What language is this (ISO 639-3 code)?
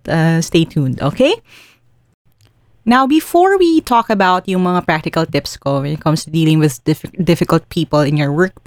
fil